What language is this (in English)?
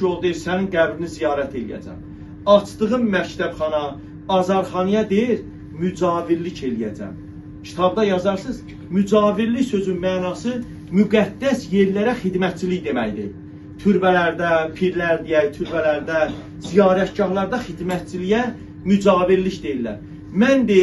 Azerbaijani